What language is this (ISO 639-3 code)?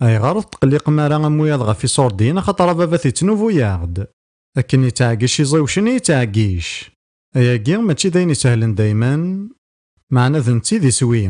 kab